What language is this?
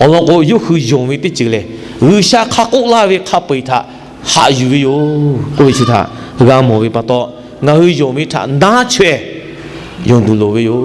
Lahu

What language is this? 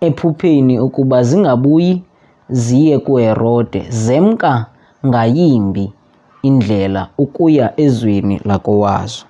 Xhosa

